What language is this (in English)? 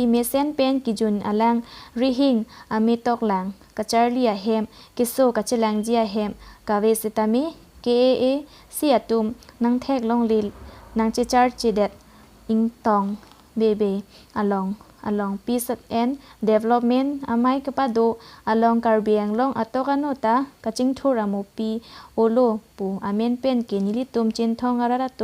Karbi